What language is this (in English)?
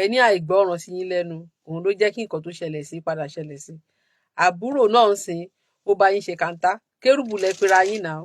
Yoruba